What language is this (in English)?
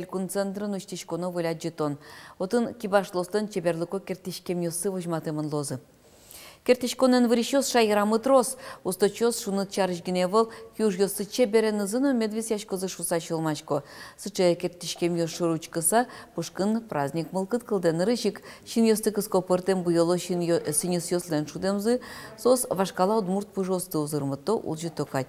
Udmurt